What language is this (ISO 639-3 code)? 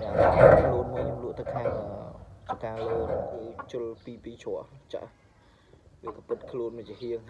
khm